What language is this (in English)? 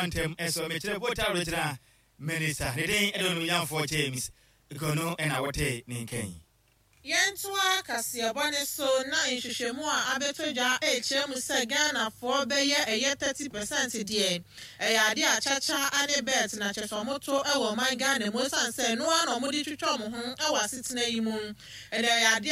Akan